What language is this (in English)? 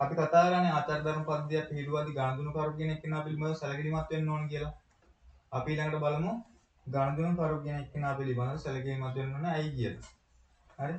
Sinhala